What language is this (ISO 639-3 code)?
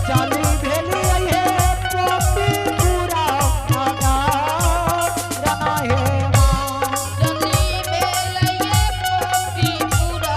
anp